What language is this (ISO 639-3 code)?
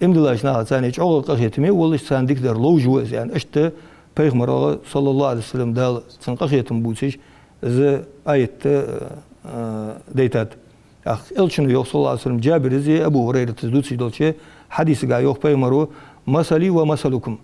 inh